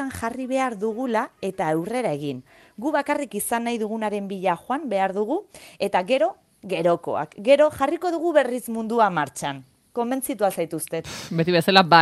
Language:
Basque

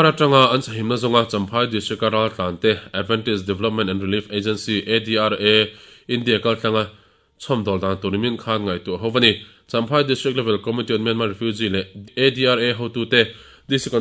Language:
Mizo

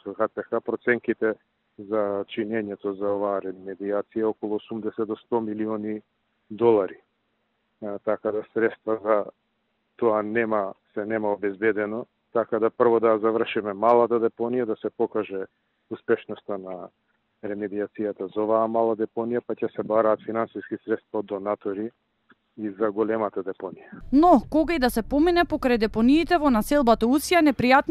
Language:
Macedonian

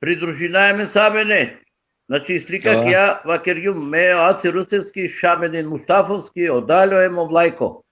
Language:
Balkan Romani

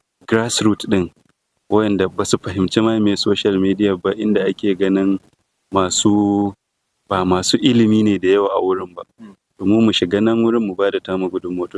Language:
Hausa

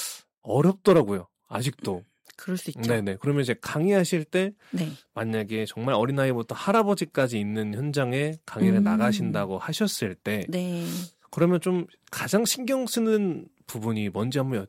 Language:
Korean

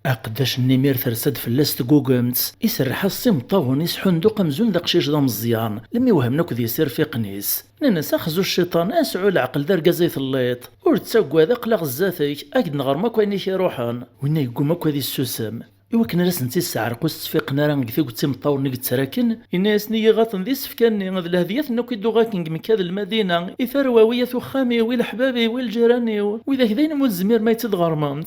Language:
Kabyle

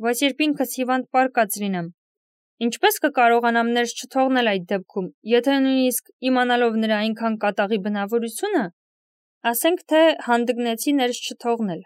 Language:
Armenian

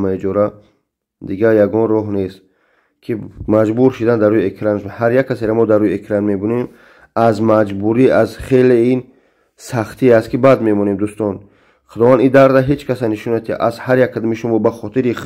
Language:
Tajik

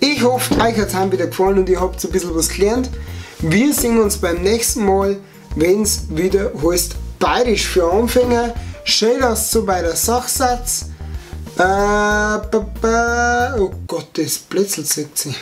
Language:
Bavarian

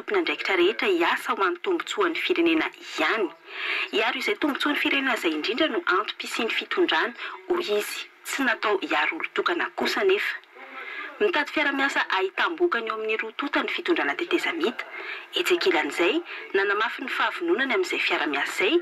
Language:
Malagasy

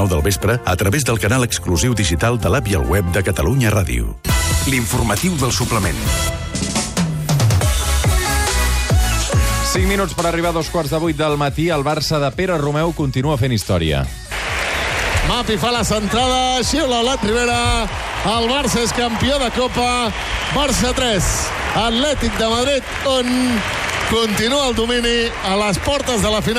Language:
Catalan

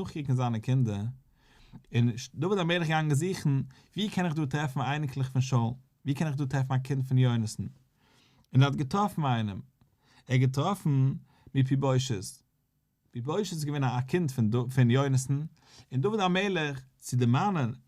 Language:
Yiddish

